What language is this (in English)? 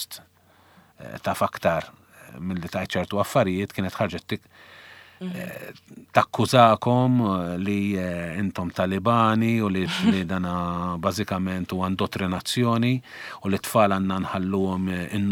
Maltese